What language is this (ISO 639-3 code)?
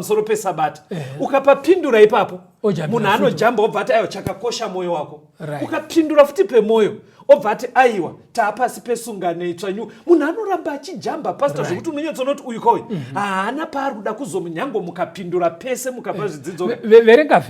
sna